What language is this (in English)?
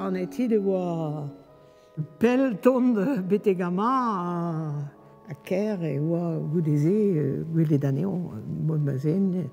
Breton